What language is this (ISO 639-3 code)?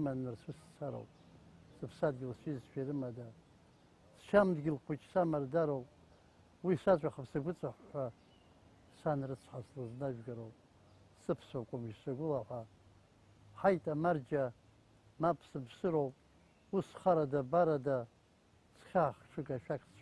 abk